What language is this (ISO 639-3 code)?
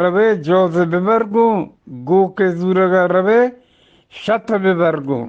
bgp